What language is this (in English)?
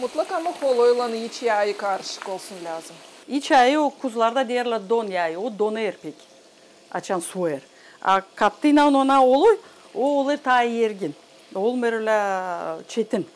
Gagauz